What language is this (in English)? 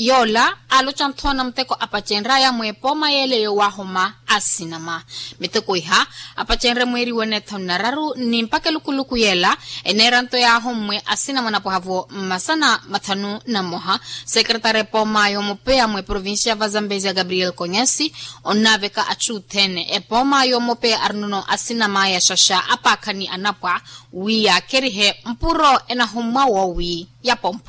Makhuwa